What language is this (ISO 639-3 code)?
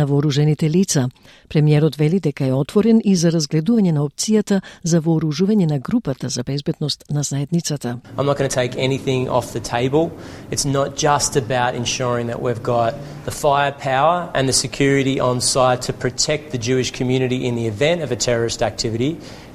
mkd